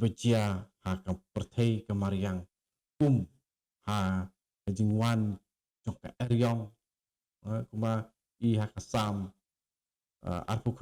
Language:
Khasi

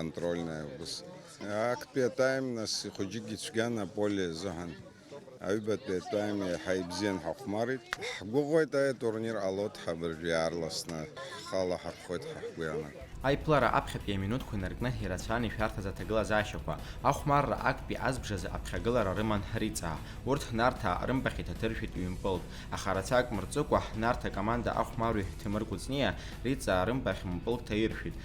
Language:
Abkhazian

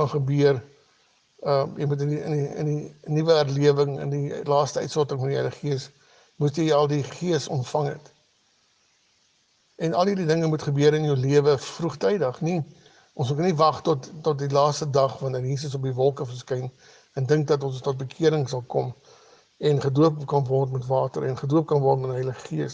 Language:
Afrikaans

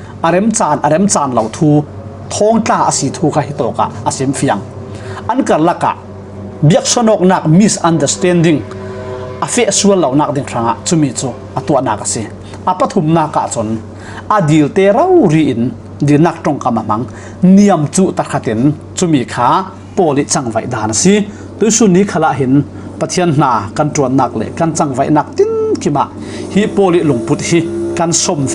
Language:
Falam Chin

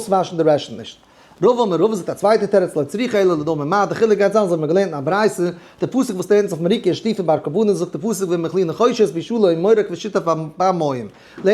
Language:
Yiddish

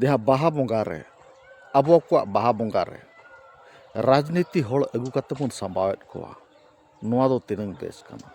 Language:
Santali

